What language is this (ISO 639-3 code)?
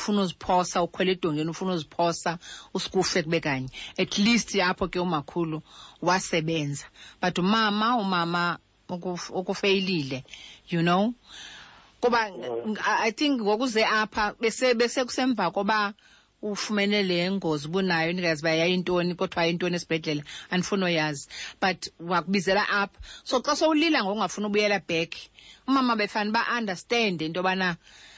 xho